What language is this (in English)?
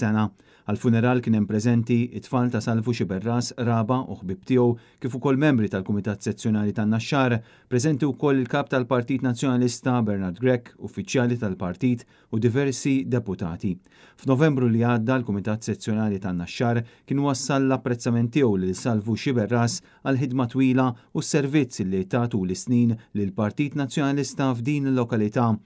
Maltese